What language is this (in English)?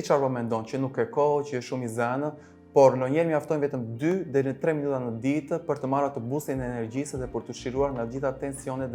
Albanian